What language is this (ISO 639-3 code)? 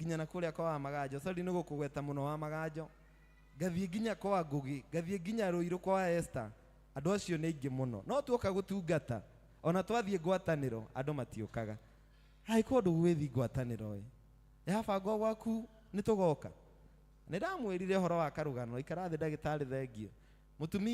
kik